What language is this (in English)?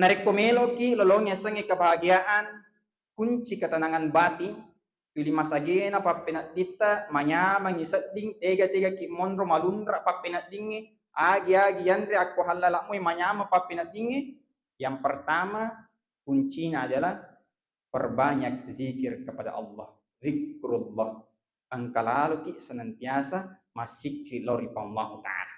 Buginese